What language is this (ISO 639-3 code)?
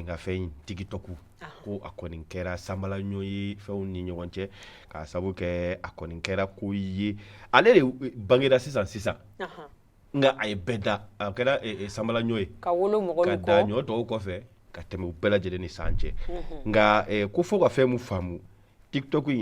bam